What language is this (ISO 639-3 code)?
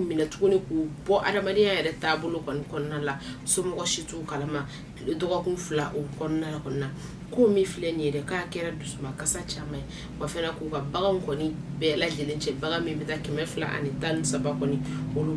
bam